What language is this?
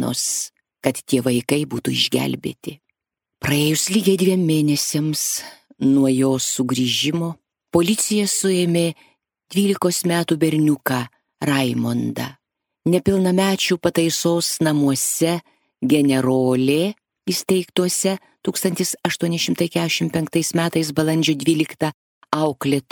Lithuanian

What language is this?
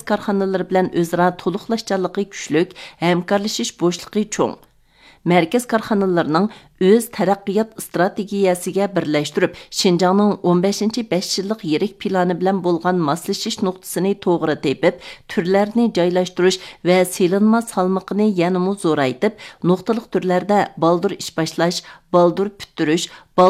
Uyghur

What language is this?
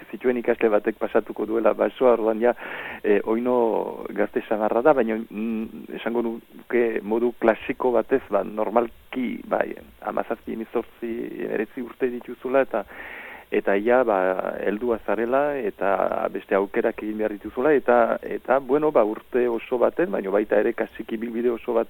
Basque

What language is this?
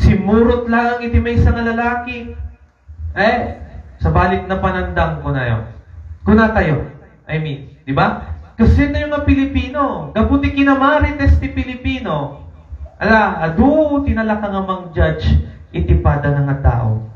Iloko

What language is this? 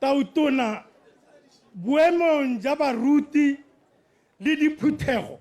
Tswana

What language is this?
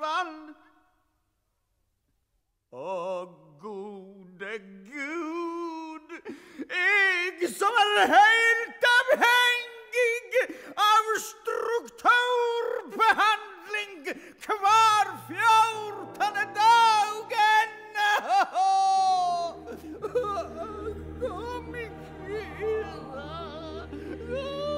Norwegian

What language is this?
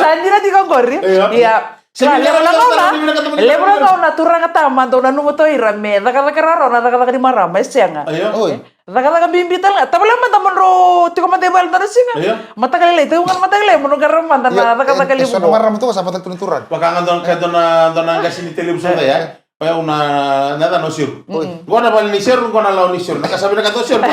Fijian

